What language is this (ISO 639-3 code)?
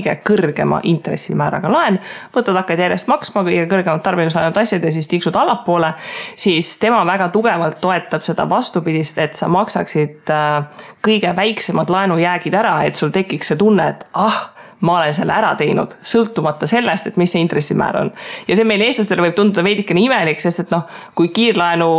est